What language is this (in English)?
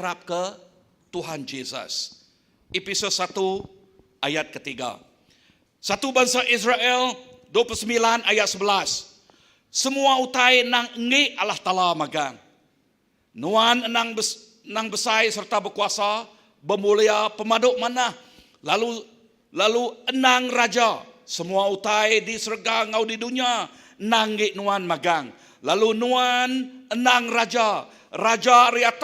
Iban